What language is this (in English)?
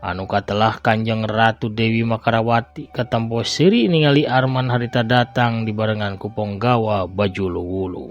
Sundanese